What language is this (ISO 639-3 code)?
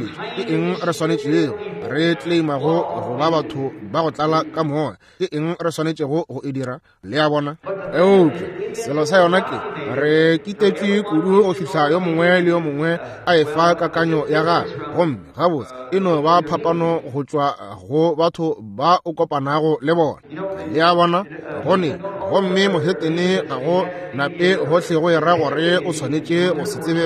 nso